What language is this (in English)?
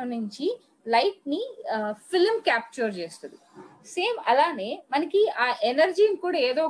Telugu